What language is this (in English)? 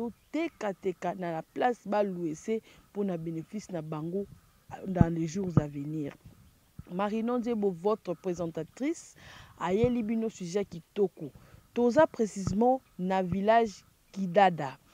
Lingala